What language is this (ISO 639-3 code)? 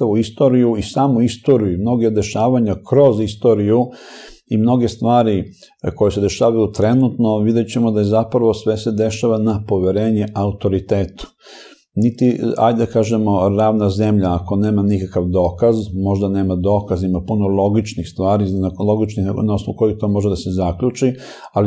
srp